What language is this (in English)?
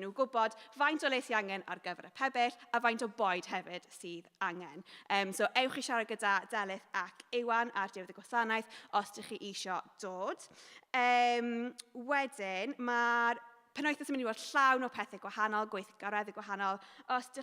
Welsh